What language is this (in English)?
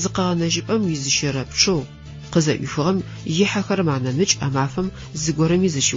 Adyghe